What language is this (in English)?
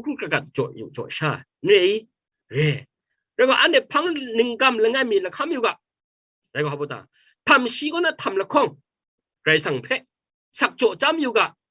Kachin